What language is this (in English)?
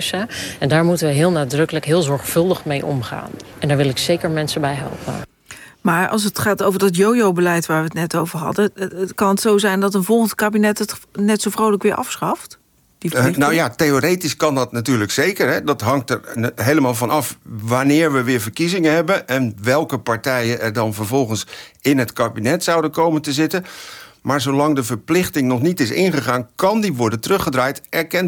Dutch